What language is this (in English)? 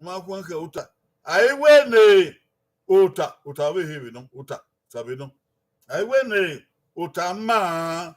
Bini